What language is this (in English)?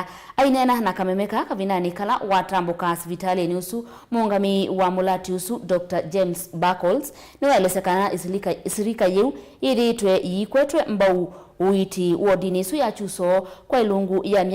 Kamba